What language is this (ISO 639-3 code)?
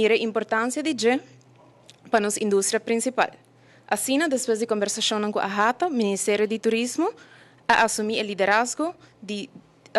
pap